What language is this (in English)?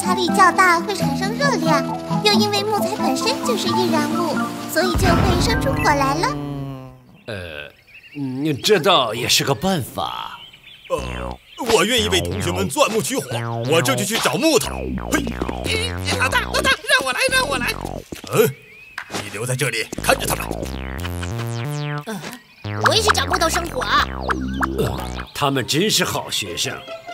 Chinese